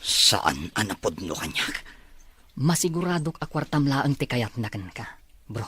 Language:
Iloko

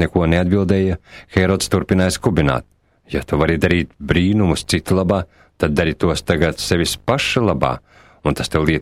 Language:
Latvian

